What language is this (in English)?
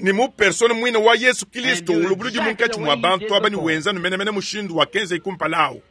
Luba-Lulua